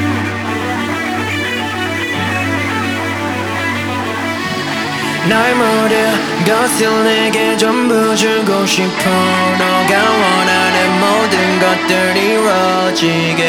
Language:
Korean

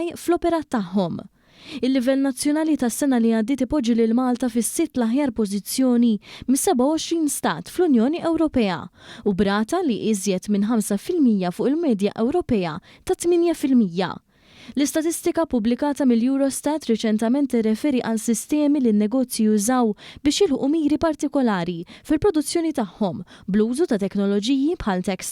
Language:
Maltese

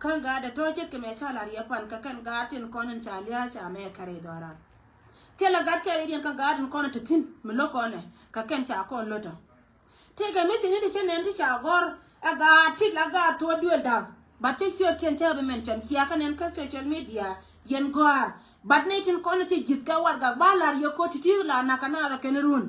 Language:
Nuer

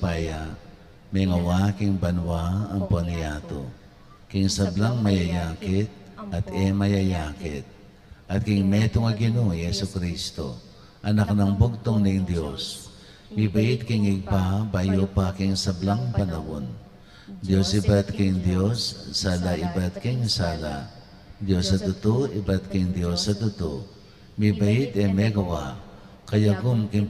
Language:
Pampanga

